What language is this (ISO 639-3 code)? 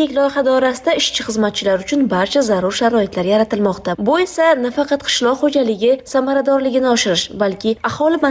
uzb